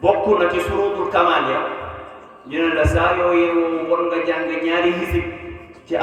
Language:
Wolof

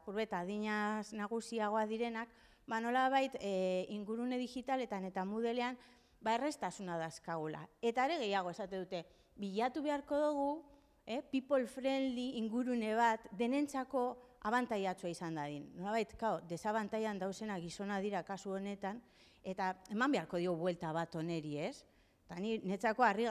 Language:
Basque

